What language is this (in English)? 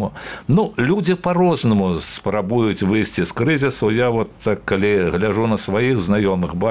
Belarusian